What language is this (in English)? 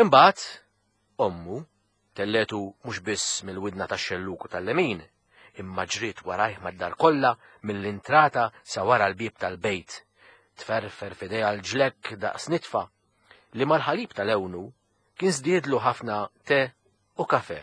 Maltese